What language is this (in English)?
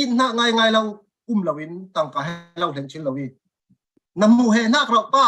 Falam Chin